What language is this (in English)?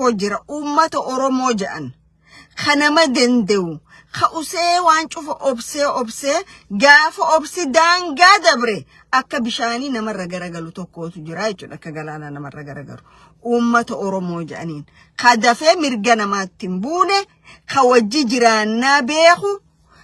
Oromo